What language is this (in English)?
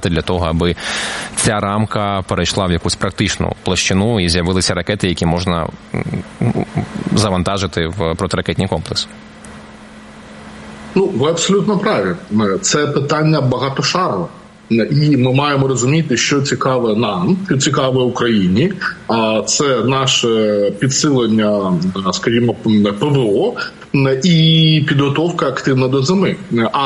Ukrainian